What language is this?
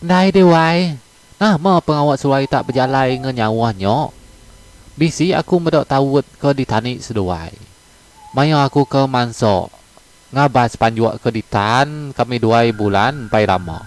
Iban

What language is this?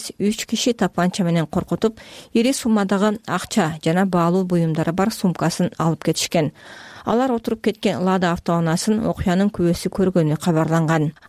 Kyrgyz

